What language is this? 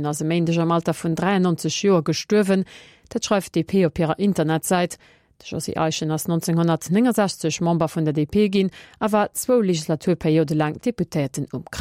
Luxembourgish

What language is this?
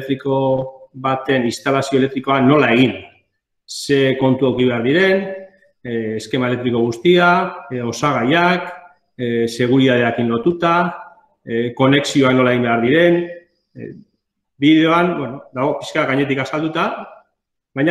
Basque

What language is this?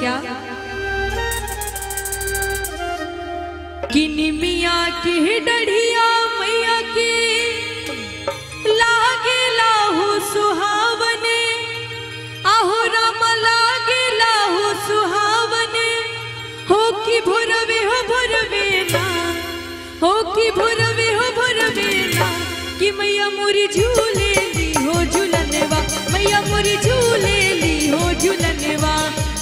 Bhojpuri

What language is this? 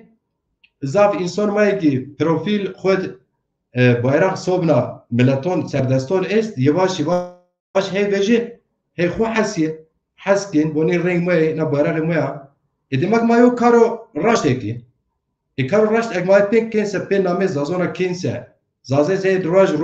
Zaza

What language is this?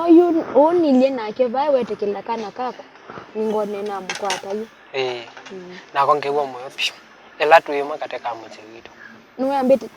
Kamba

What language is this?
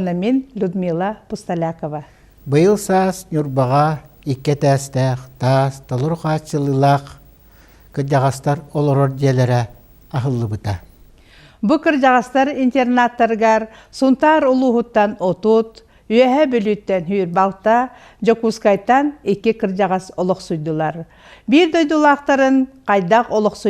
Yakut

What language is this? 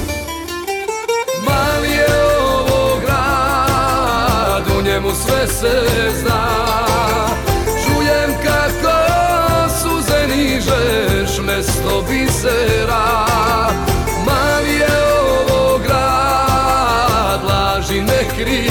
Serbian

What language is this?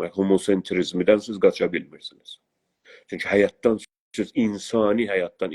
South Azerbaijani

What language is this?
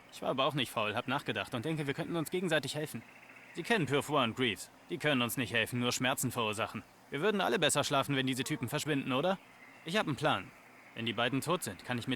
Bavarian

